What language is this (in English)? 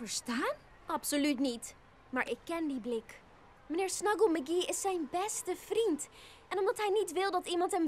Dutch